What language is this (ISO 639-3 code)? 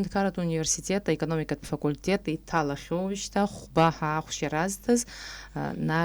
abk